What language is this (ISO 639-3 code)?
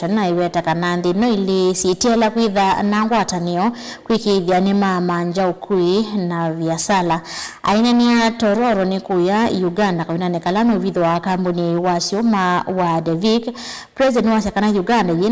kam